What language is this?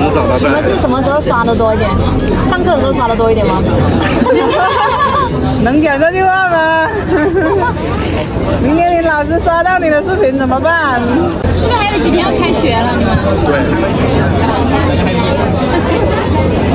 Chinese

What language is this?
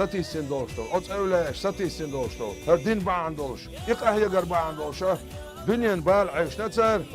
Chechen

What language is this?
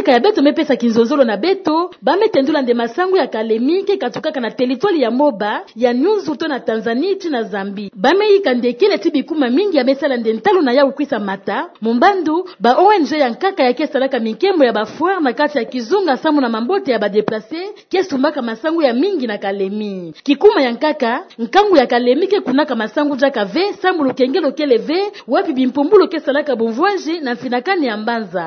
Kituba (Democratic Republic of Congo)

